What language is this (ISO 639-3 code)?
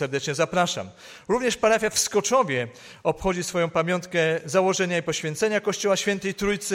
pol